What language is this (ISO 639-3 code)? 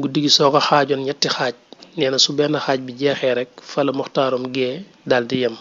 wol